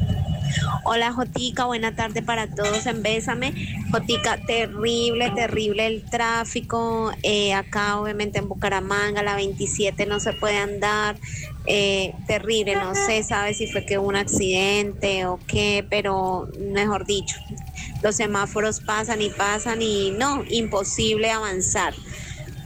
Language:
Spanish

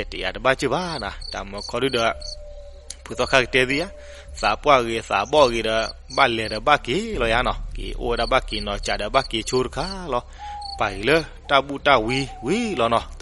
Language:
S'gaw Karen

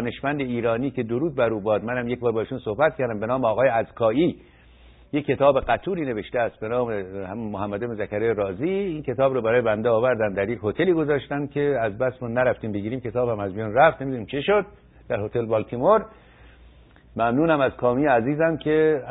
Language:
Persian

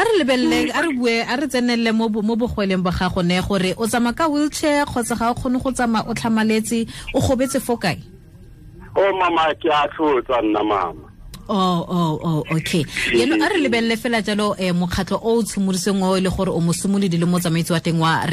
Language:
Tswana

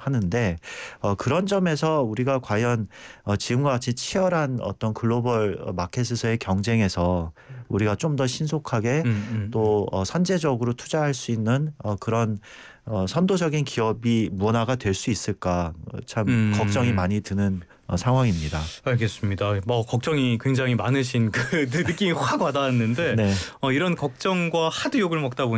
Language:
Korean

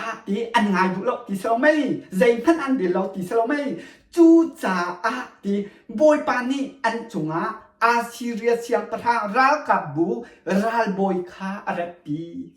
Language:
Hakha Chin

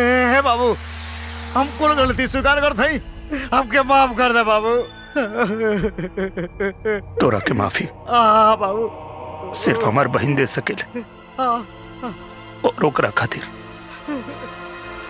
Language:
Bhojpuri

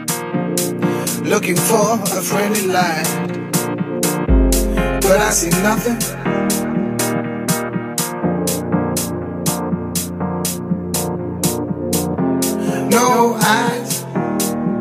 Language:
Dutch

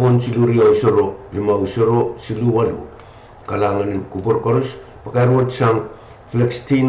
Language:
Pohnpeian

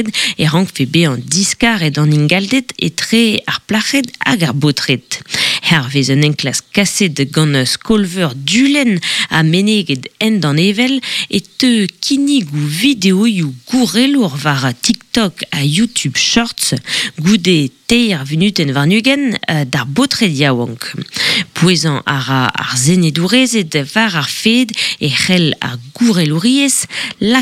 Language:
Breton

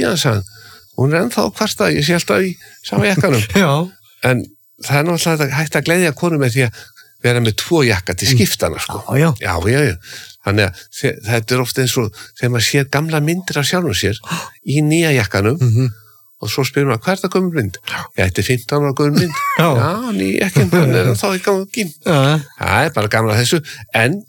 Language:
Icelandic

